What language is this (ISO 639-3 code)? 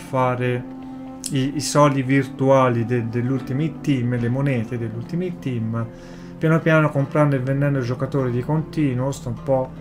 ita